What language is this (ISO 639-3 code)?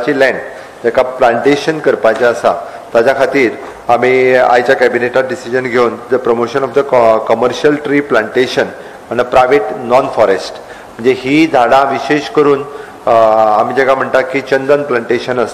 kok